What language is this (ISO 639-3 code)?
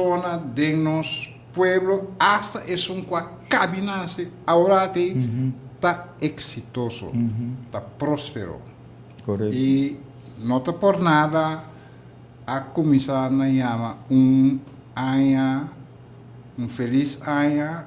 pap